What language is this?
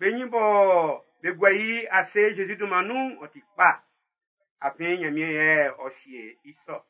Baoulé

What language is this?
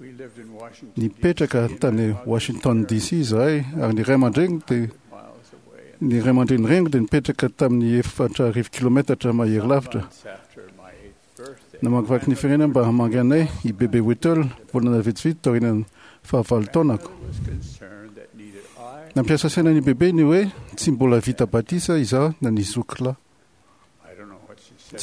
Malagasy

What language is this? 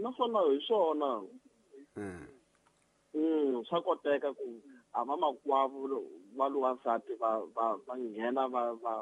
Tsonga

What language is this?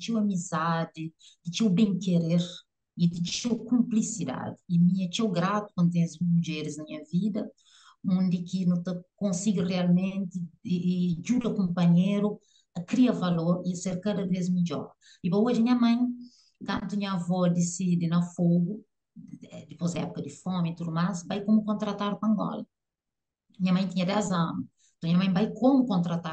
Kabuverdianu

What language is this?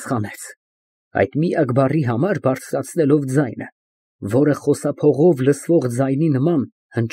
Armenian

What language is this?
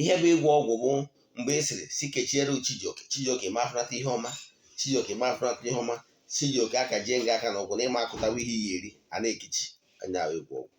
Igbo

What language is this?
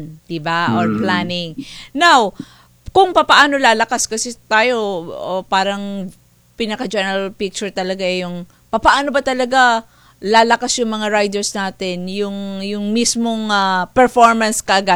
Filipino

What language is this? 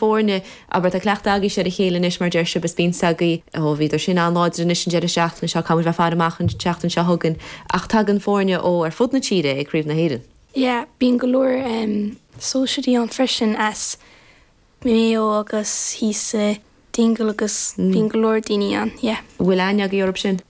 Irish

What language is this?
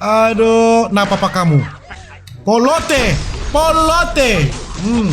Manado Malay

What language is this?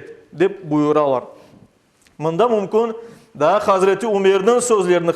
Crimean Tatar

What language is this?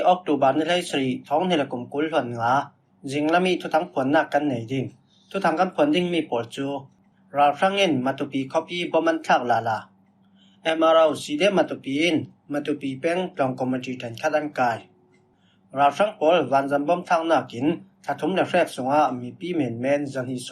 Falam Chin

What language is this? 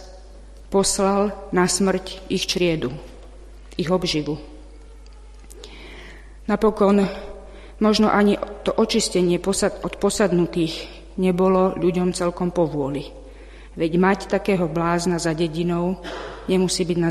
Slovak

